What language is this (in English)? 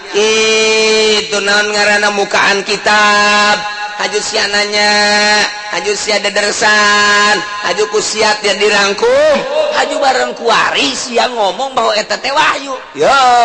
Sundanese